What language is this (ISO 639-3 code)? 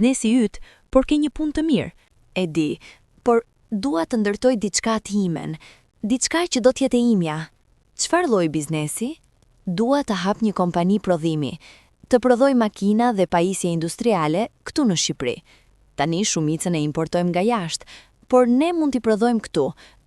sqi